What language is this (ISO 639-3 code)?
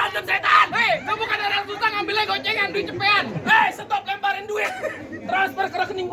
bew